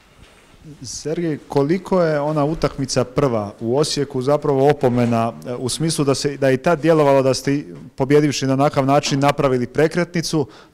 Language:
Croatian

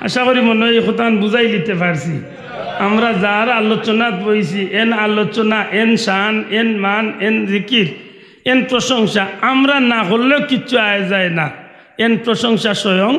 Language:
Sylheti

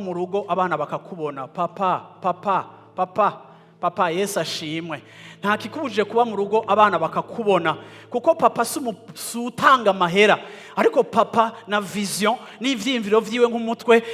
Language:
Rundi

